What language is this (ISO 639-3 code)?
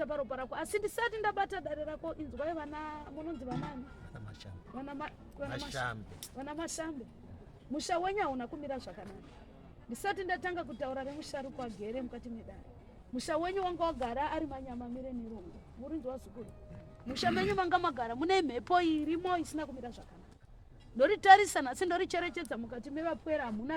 sna